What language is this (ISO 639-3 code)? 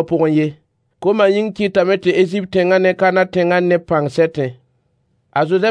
mos